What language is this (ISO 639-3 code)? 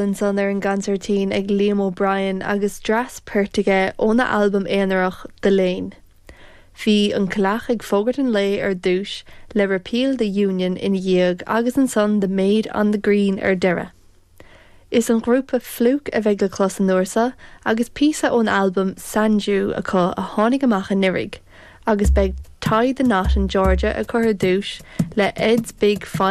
gle